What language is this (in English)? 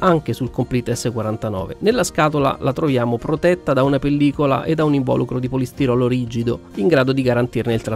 Italian